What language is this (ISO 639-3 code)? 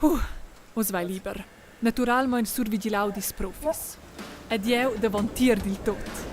roh